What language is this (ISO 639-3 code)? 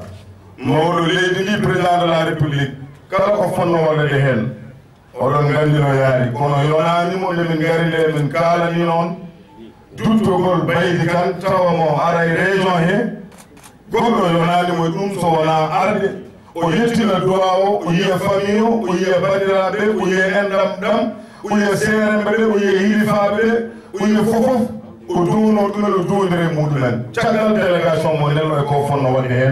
ful